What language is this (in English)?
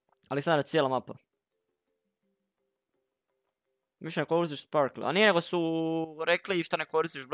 Croatian